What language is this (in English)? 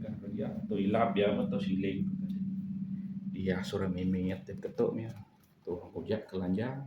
Iban